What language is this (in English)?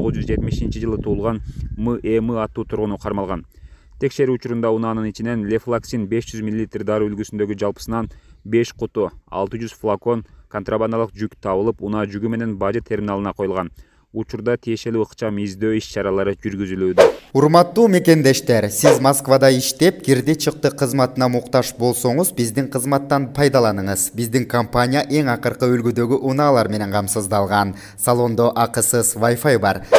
Kyrgyz